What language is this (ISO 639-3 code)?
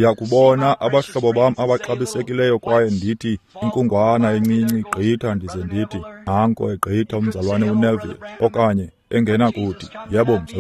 xho